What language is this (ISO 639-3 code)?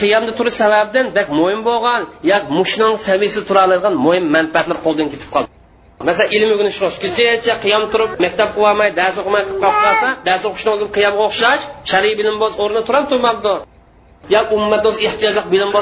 uig